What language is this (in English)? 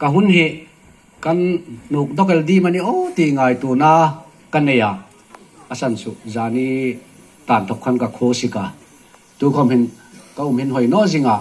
Hmar